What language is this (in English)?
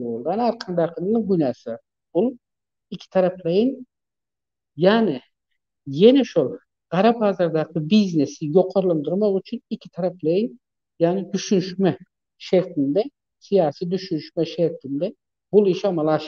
Turkmen